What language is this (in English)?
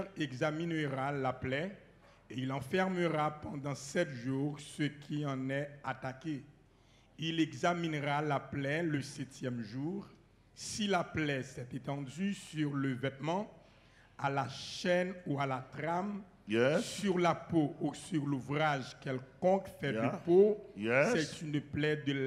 French